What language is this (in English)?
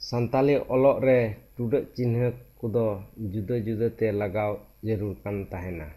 Santali